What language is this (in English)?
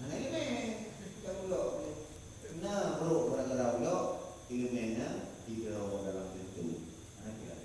Achinese